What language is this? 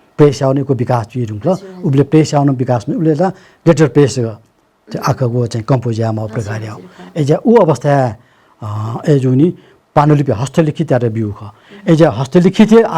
Newari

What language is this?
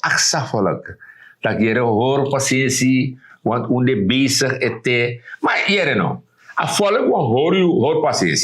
Sranan Tongo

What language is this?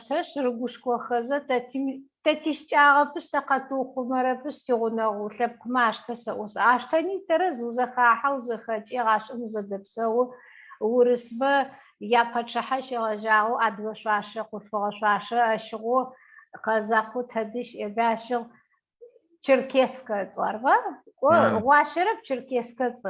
Adyghe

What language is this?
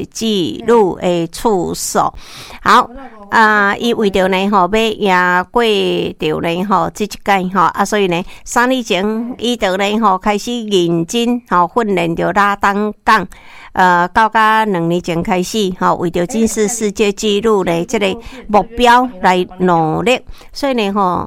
Min Nan Chinese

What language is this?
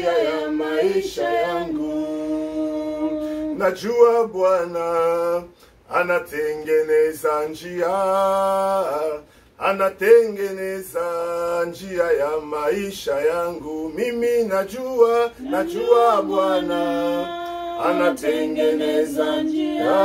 Swahili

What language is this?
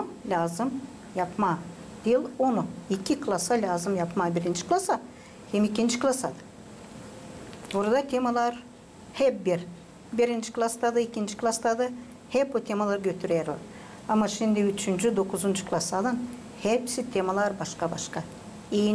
Gagauz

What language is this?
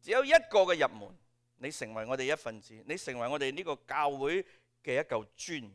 Cantonese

